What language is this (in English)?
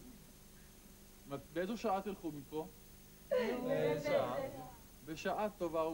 Hebrew